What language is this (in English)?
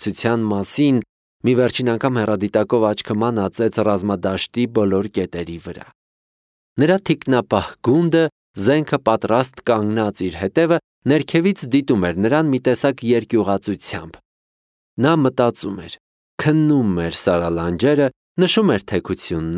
Armenian